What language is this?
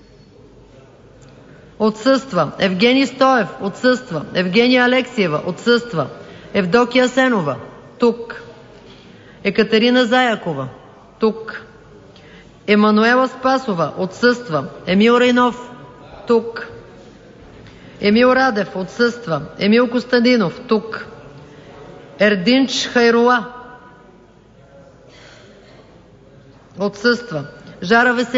Bulgarian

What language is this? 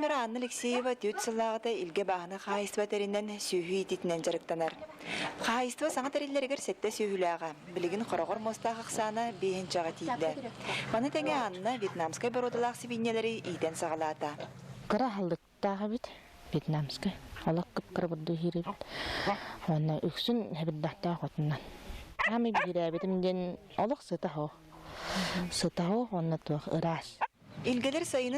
Yakut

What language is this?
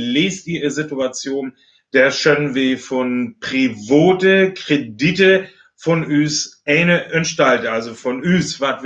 Northern Frisian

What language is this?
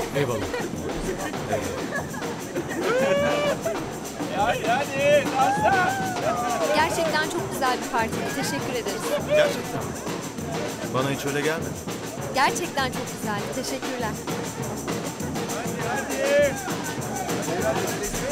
Turkish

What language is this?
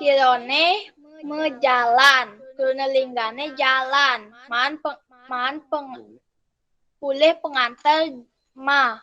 Balinese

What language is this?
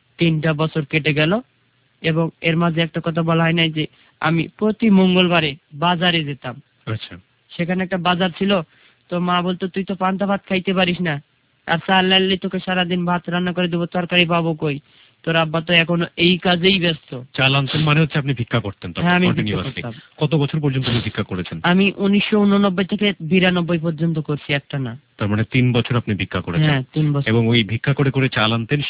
Bangla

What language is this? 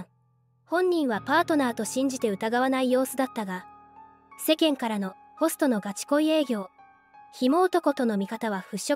Japanese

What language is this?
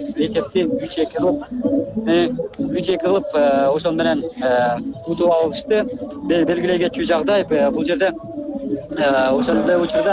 Kyrgyz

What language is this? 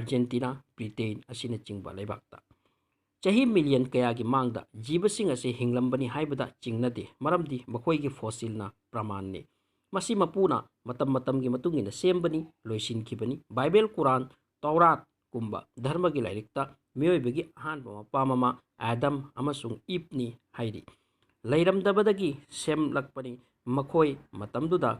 Manipuri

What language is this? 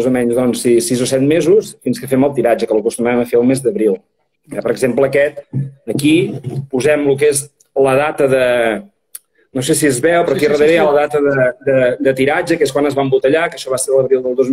Catalan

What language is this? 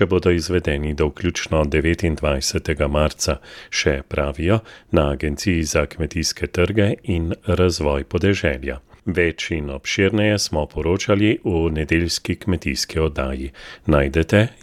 Slovenian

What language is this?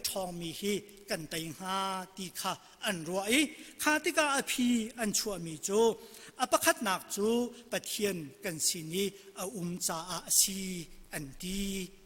Hakha Chin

